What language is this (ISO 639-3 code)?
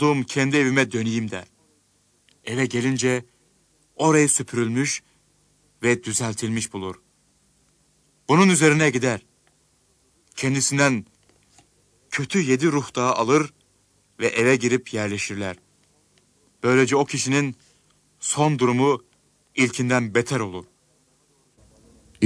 tur